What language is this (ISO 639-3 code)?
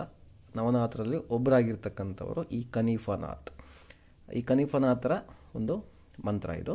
kan